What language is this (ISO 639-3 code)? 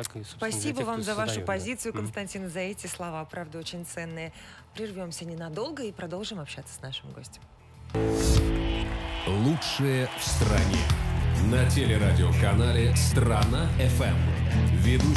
rus